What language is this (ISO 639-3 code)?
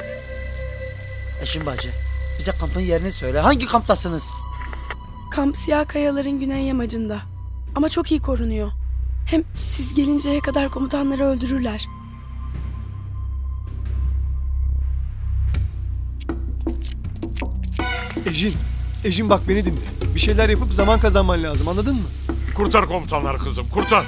tur